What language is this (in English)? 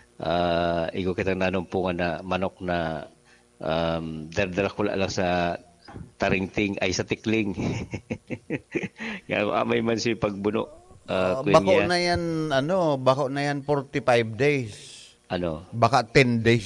Bikol